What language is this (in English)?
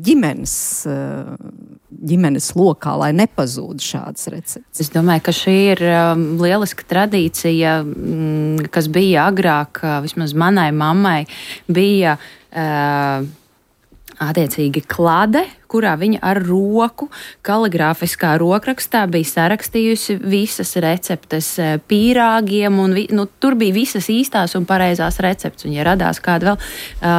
Latvian